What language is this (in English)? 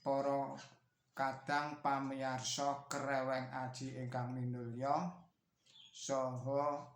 Javanese